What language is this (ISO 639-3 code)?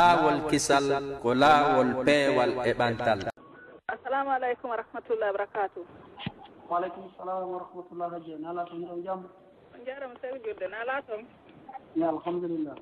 ful